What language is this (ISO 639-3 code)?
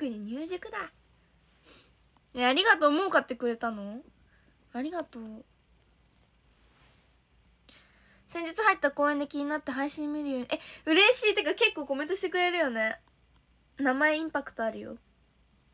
jpn